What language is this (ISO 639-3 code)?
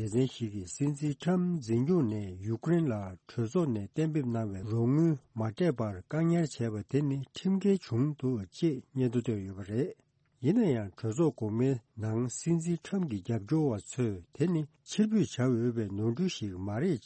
bod